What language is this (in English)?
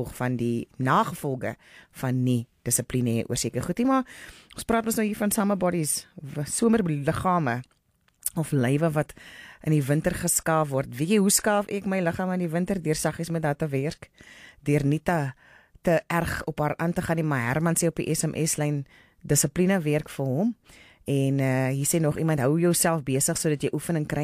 Afrikaans